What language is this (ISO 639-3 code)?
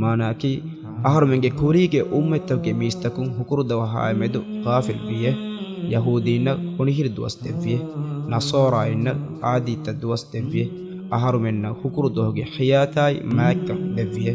div